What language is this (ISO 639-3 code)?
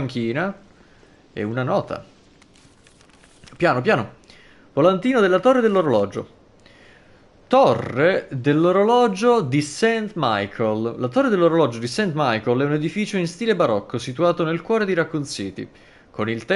ita